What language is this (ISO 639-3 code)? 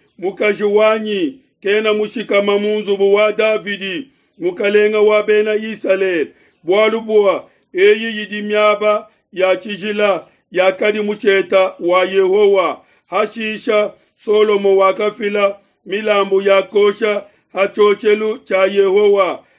lua